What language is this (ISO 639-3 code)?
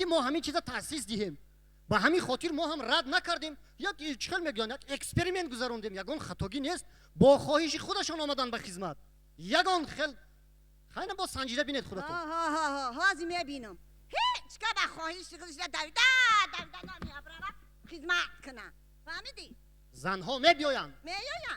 tgk